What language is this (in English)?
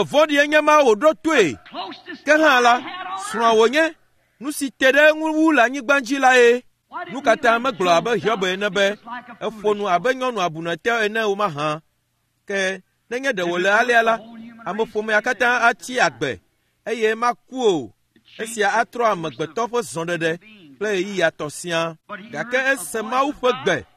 Ewe